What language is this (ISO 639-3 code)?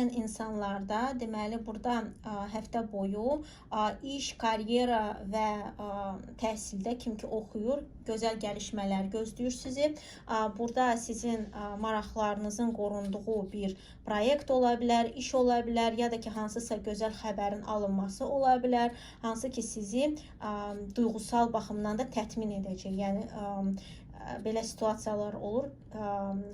aze